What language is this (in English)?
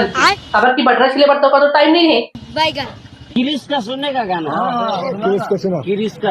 Chhattisgarhi